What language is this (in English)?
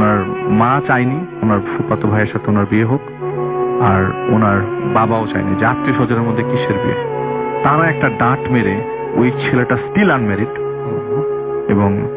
Bangla